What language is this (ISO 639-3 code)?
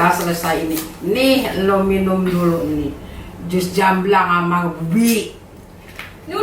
bew